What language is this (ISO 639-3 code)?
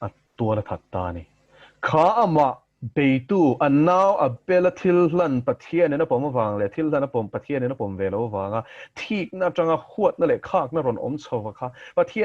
lus